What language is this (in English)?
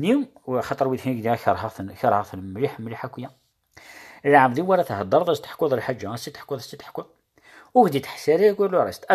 Kabyle